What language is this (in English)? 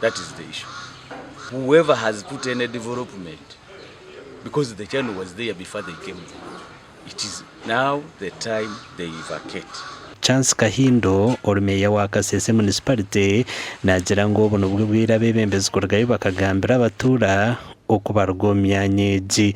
Nyankole